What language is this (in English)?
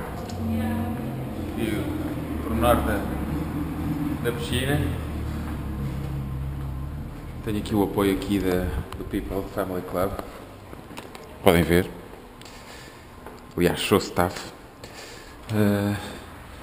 Portuguese